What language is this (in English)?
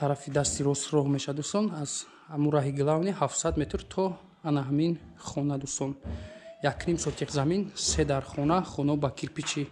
Tajik